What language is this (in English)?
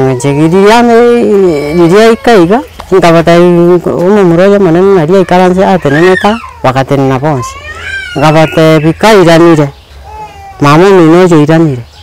Gusii